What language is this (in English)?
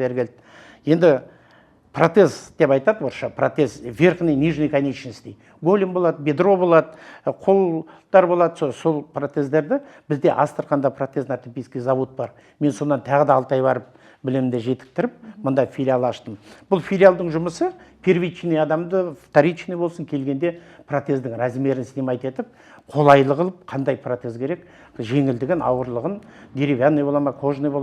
Kazakh